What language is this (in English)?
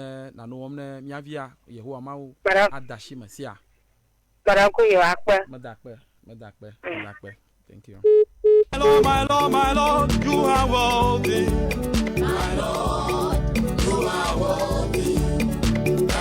Ewe